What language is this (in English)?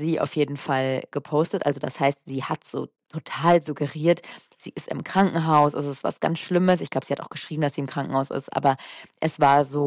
German